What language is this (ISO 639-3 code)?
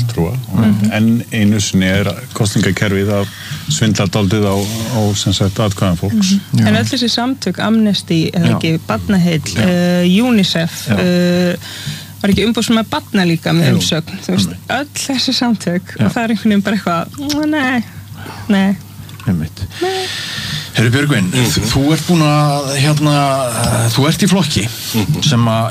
isl